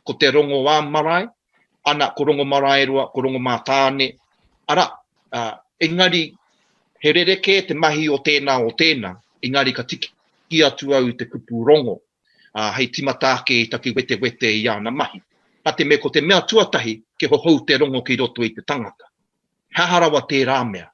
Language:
Māori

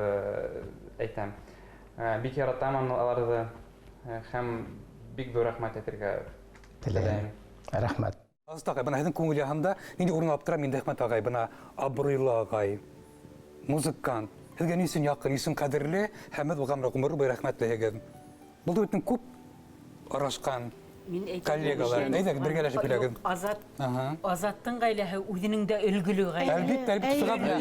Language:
Bashkir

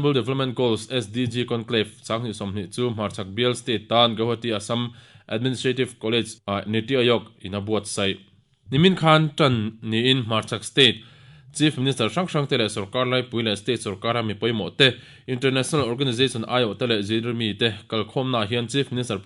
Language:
Mizo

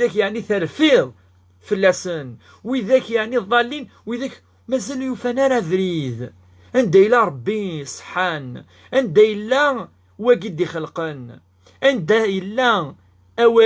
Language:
Kabyle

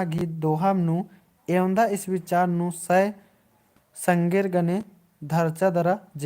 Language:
Kurukh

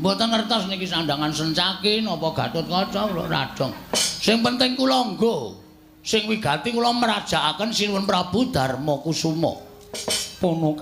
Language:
Javanese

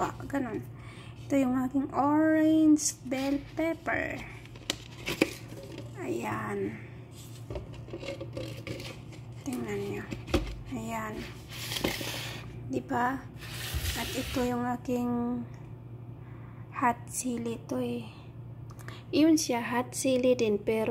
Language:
Filipino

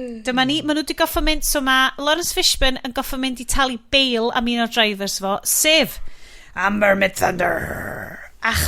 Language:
Welsh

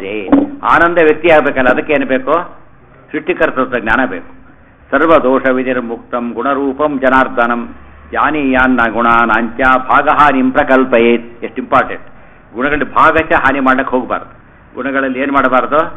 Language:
Kannada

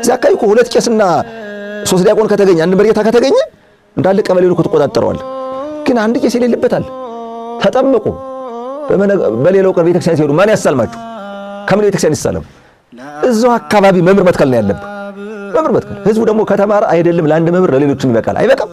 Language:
Amharic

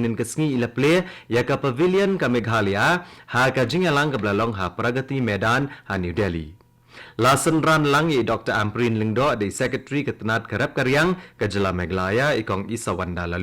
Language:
Khasi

